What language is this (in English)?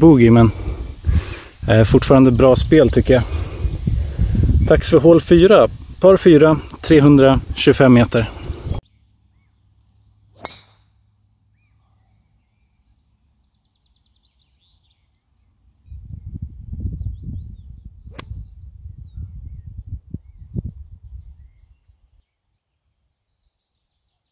Swedish